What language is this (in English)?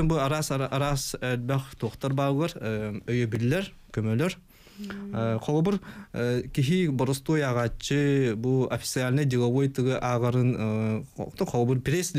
Yakut